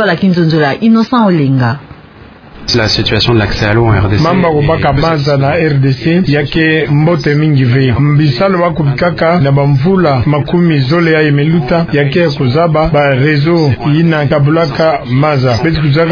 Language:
Kituba (Democratic Republic of Congo)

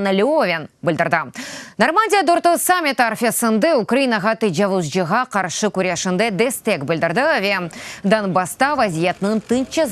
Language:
Crimean Tatar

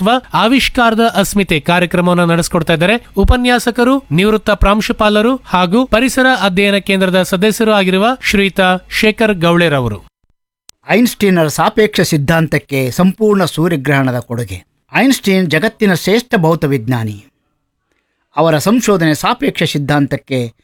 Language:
Kannada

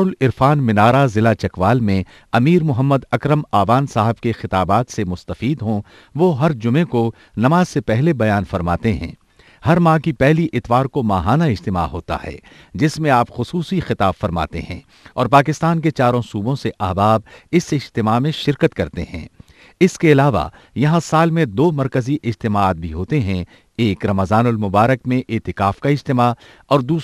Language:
Urdu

